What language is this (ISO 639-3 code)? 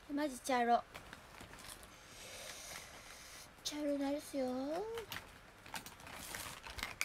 jpn